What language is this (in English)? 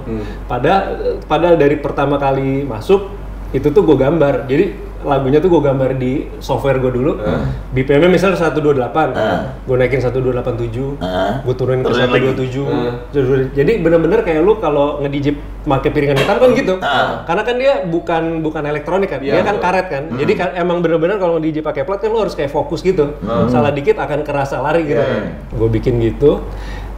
Indonesian